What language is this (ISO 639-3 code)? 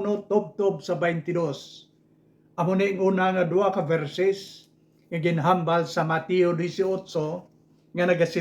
hil